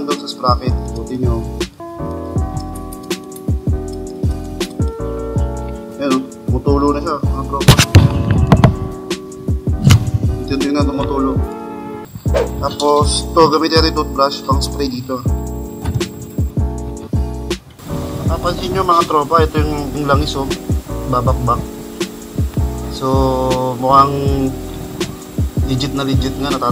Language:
Filipino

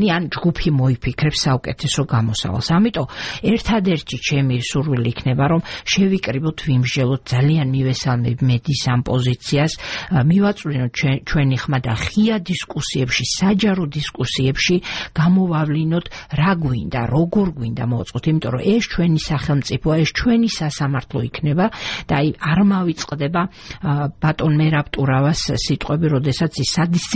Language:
Georgian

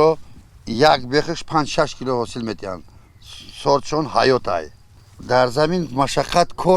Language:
Tajik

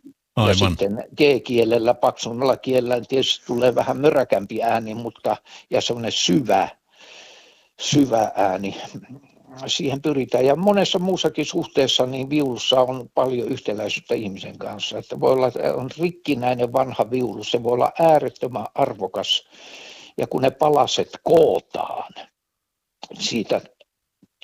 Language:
Finnish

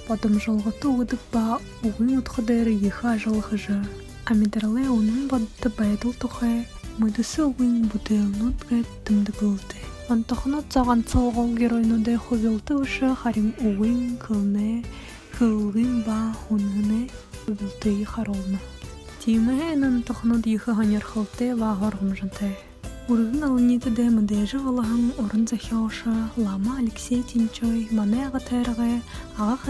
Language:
Buriat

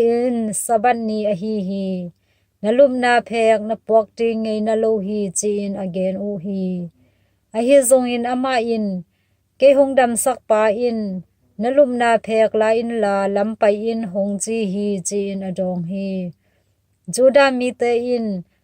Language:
Tedim Chin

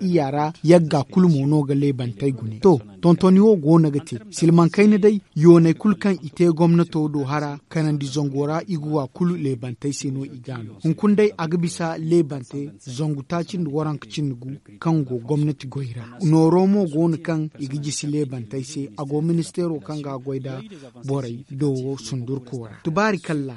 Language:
Zarma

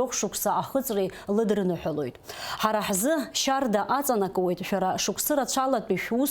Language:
Abkhazian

